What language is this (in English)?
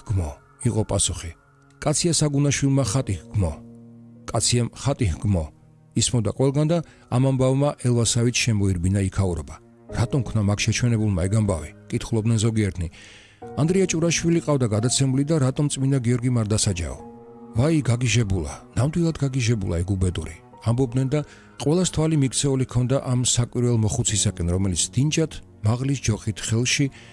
Georgian